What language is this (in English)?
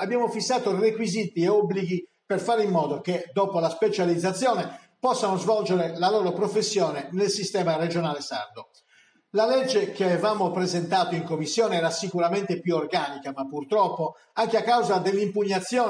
Italian